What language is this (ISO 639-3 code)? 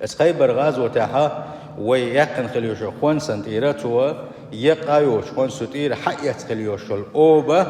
che